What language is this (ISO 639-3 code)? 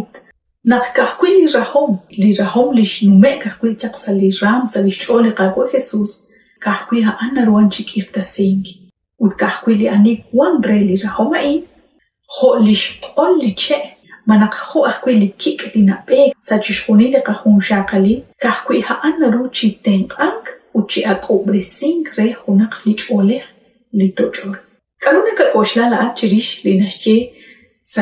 kek